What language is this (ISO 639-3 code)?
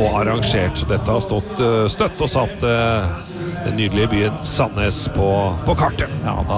nor